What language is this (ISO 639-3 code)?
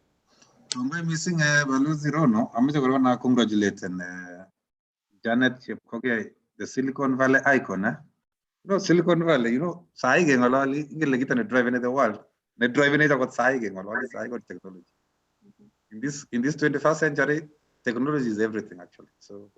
kln